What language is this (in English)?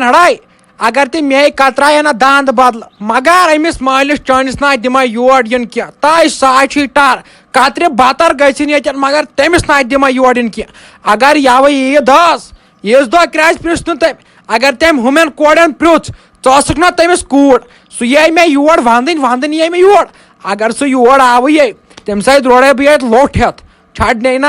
Kashmiri